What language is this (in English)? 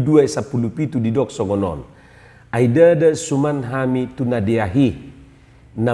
Batak Toba